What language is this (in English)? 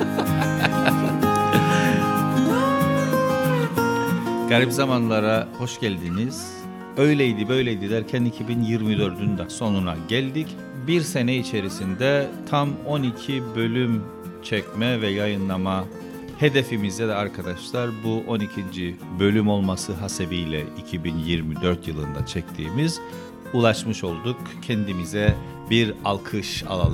Turkish